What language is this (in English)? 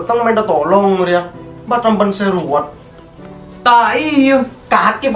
Madurese